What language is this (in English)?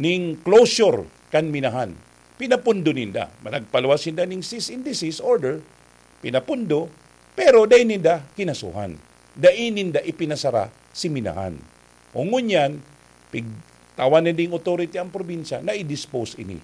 Bikol